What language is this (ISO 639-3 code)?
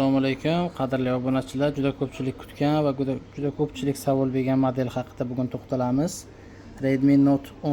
uzb